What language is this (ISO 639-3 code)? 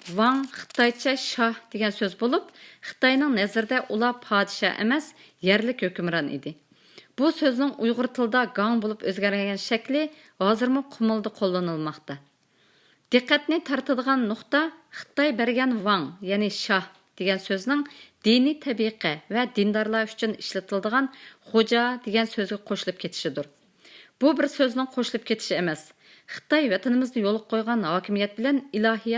uig